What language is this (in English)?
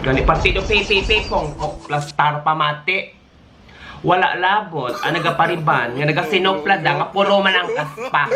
Hiligaynon